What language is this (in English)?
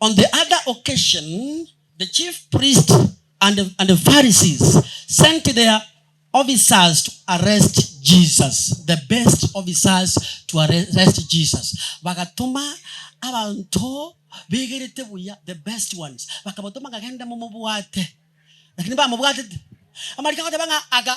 Gusii